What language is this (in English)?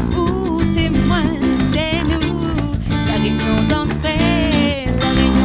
Réunion Creole French